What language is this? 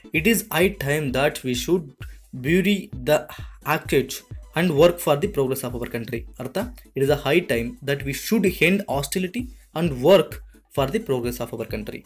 Kannada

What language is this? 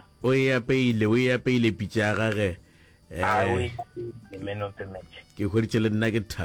Northern Sotho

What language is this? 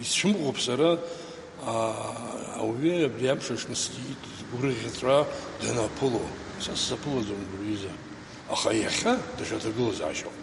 Abkhazian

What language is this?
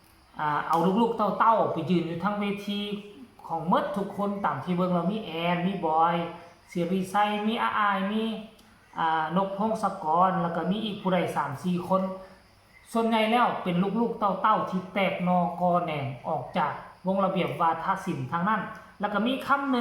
Northeastern Thai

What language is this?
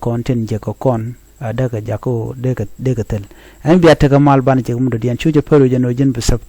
Nuer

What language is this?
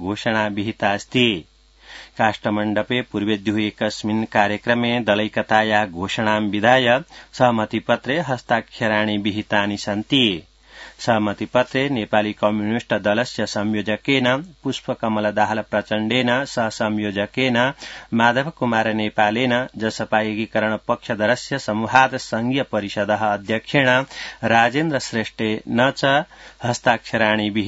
Sanskrit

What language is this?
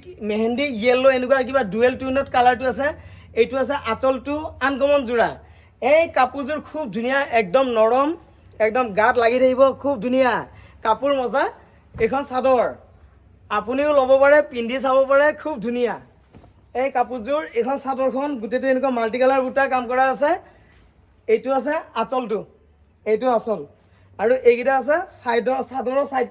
Assamese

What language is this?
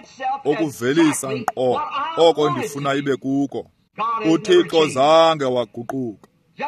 Xhosa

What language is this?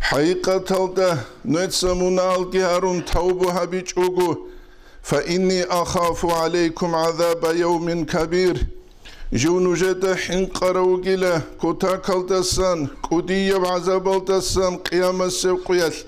Avaric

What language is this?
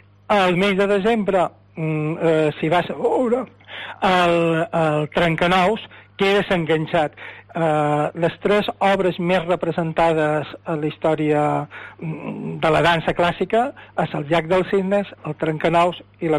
Catalan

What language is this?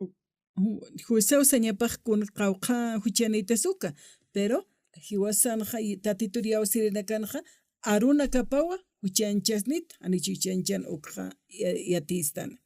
Aymara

